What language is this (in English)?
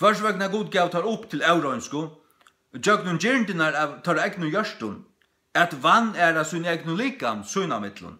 Faroese